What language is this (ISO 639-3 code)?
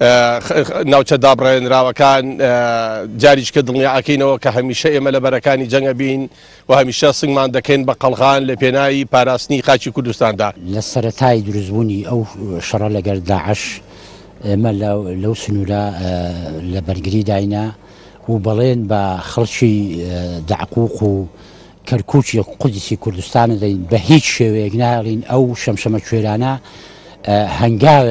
ckb